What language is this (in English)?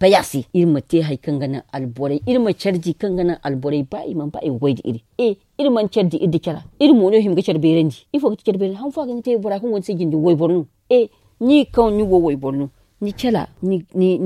Zarma